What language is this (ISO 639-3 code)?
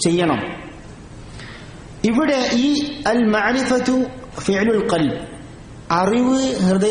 mal